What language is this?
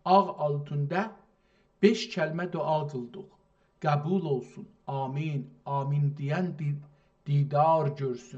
South Azerbaijani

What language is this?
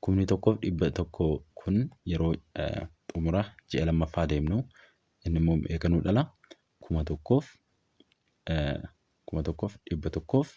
Oromo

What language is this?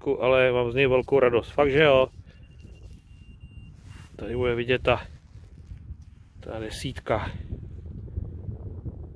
Czech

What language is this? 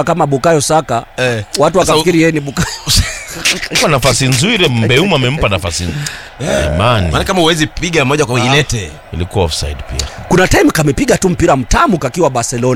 Swahili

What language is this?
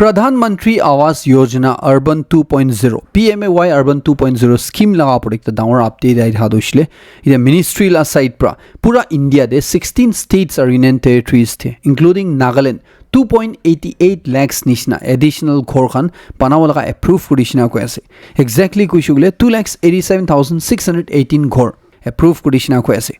Naga Pidgin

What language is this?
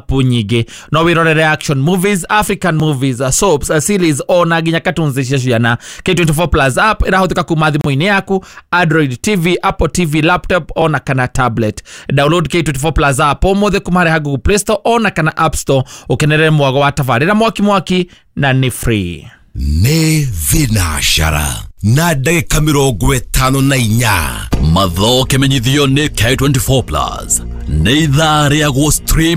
Kikuyu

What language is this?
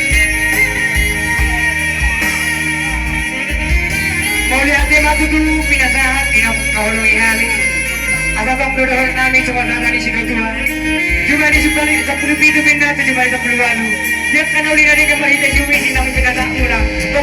Batak Toba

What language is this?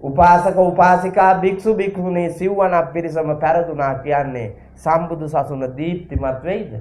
Sinhala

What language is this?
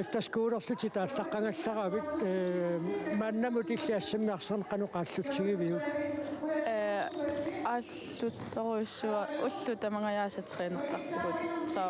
Kalaallisut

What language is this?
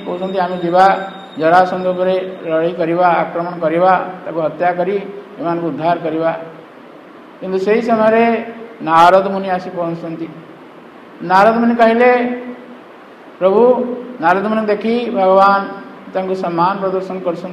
Odia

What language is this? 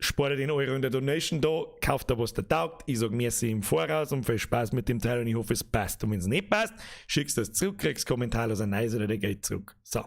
Bavarian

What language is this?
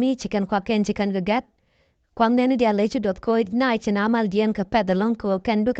Nuer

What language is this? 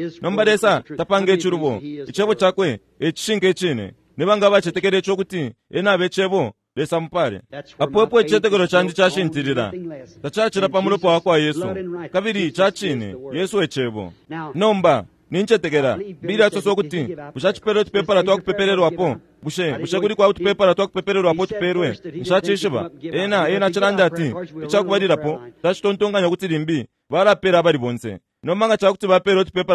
Bemba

